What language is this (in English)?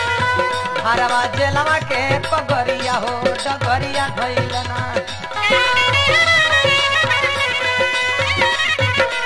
Bhojpuri